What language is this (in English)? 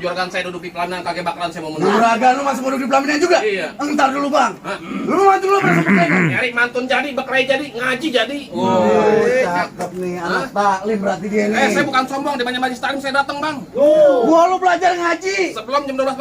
Betawi